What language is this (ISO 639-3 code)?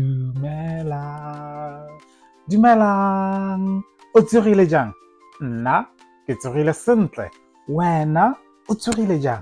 tsn